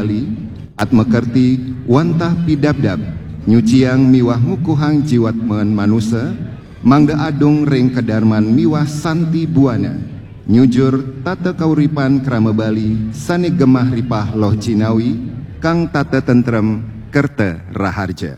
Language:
Balinese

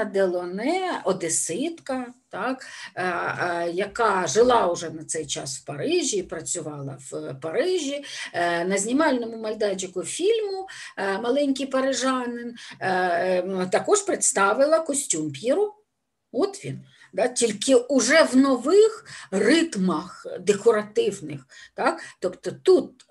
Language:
Ukrainian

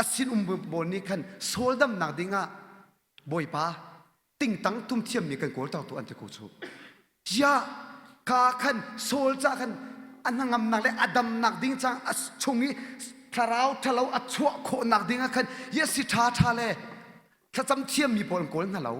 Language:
Hakha Chin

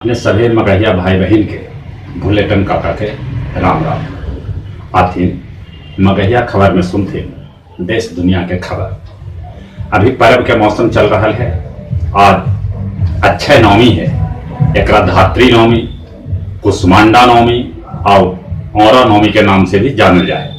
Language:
Magahi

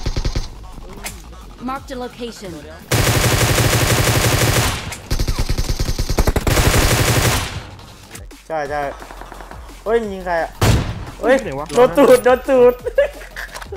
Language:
Thai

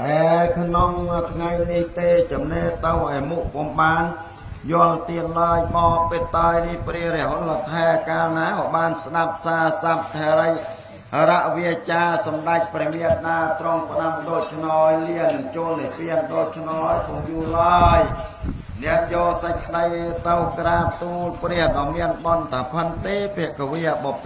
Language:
Khmer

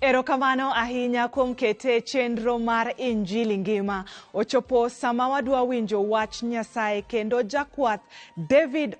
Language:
Luo (Kenya and Tanzania)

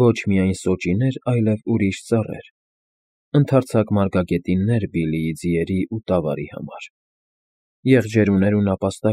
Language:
Armenian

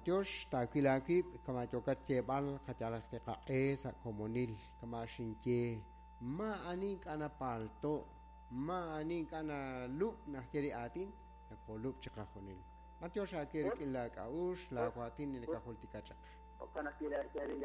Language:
Kekchí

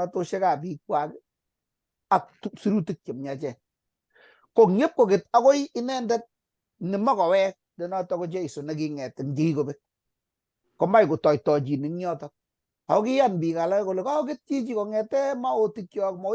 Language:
Kalenjin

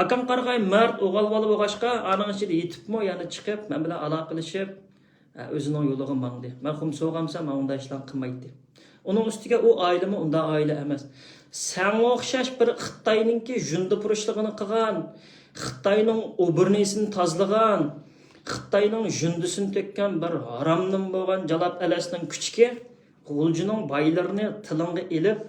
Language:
Uyghur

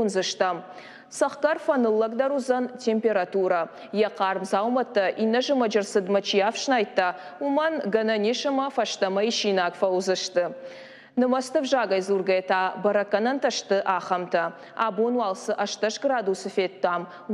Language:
Ossetic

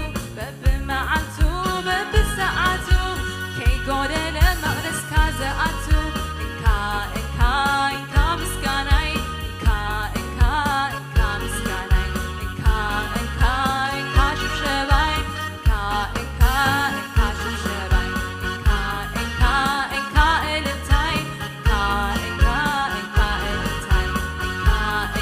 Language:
Tigrinya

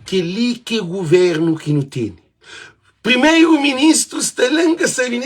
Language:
Kabuverdianu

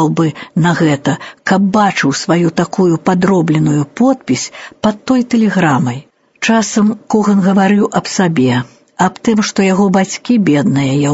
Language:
Belarusian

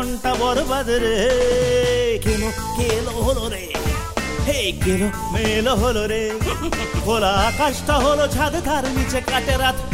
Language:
Bangla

